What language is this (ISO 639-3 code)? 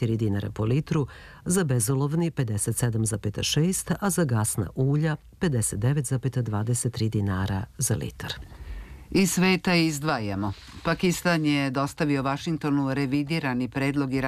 srp